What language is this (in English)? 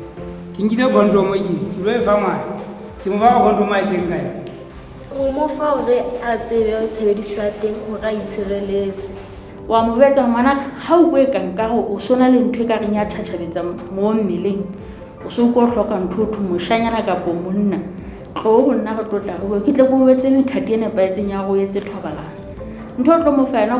Southern Sotho